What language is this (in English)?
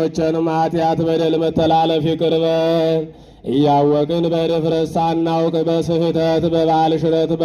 Amharic